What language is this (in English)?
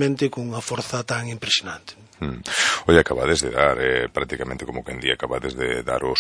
Galician